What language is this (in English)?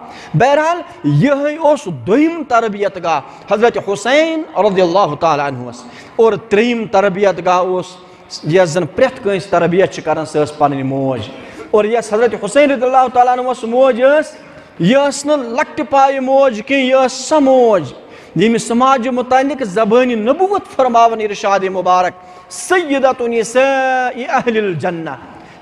Kashmiri